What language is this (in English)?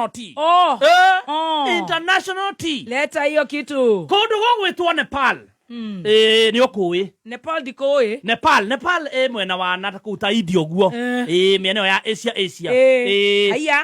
Kikuyu